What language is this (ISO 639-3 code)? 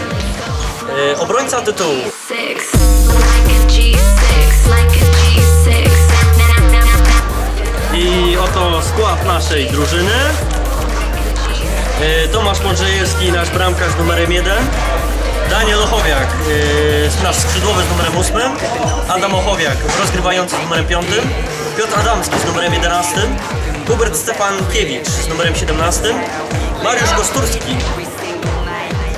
pol